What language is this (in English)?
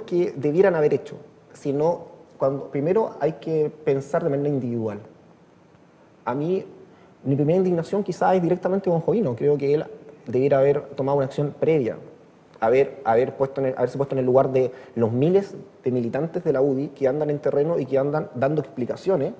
Spanish